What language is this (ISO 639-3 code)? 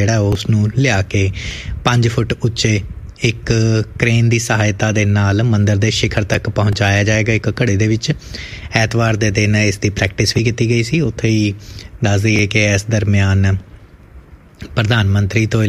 pan